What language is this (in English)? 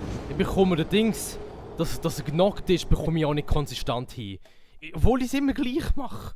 Swiss German